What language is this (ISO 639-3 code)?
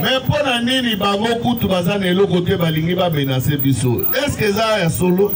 lin